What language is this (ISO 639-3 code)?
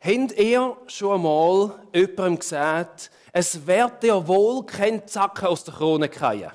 gsw